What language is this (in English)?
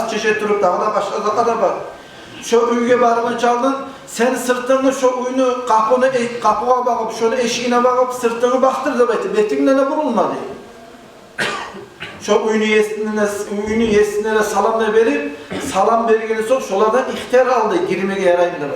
Kumyk